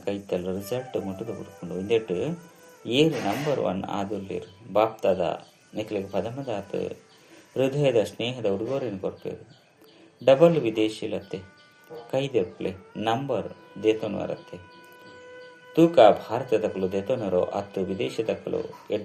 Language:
Tulu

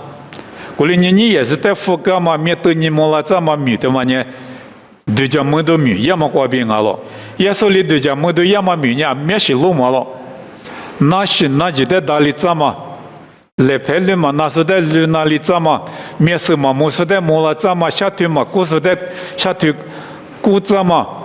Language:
Lisu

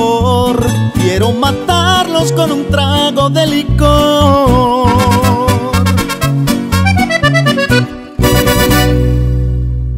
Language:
Spanish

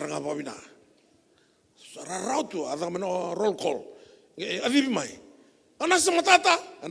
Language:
Fijian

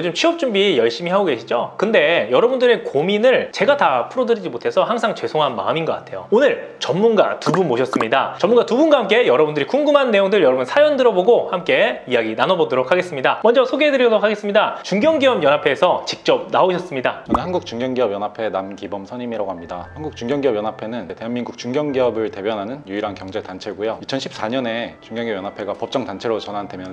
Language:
Korean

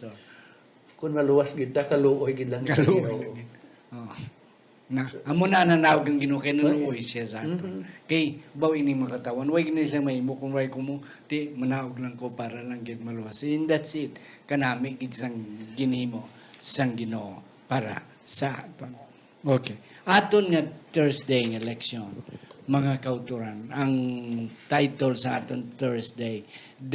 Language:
Hiligaynon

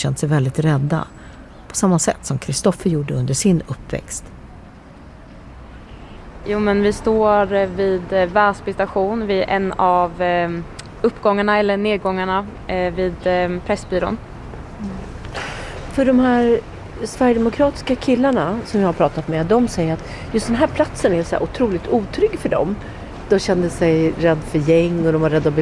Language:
Swedish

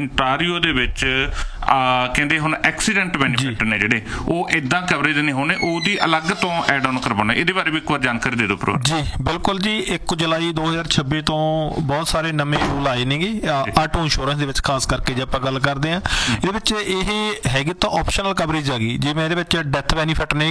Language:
Punjabi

